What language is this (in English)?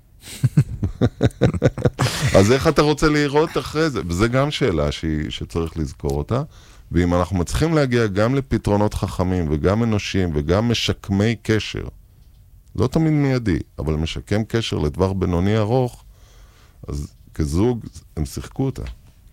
Hebrew